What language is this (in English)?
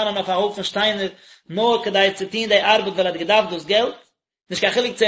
Yiddish